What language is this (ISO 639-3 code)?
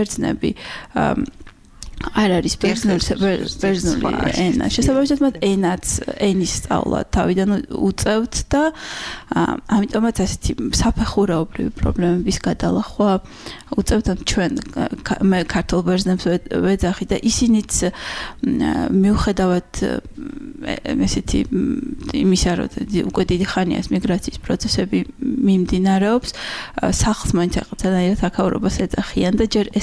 kat